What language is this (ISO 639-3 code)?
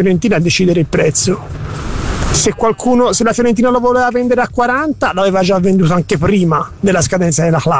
ita